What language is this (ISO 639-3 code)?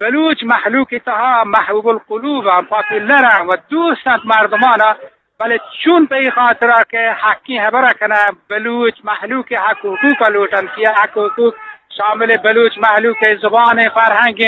bgp